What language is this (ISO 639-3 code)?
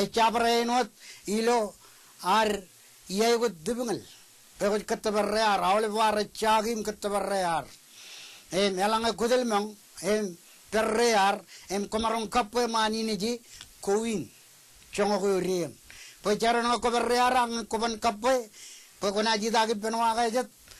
mah